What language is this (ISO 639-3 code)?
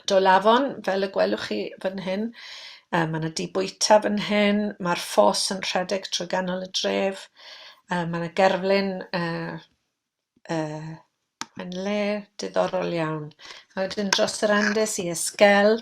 cym